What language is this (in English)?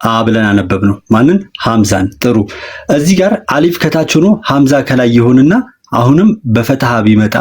Amharic